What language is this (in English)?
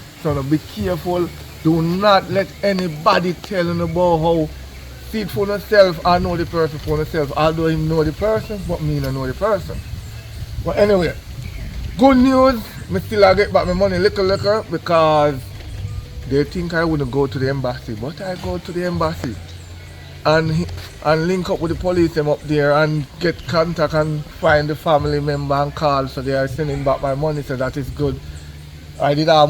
Jamaican Creole English